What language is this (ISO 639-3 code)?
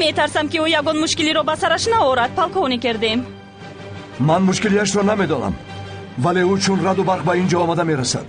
tgk